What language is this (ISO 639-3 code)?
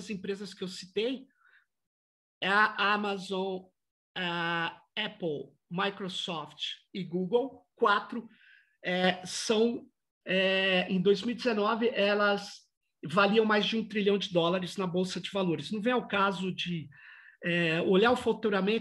por